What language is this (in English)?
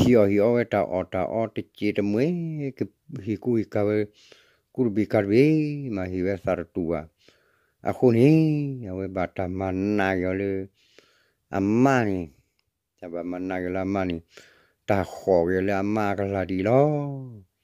S'gaw Karen